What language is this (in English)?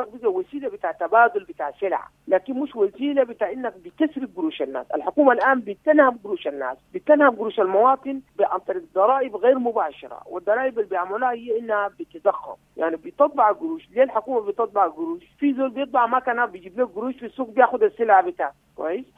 Sudanese Arabic